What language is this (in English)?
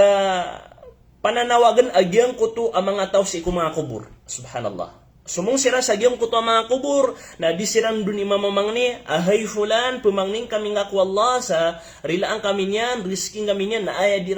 Maranao